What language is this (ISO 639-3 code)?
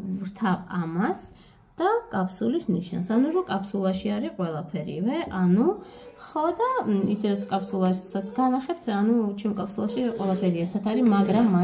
kat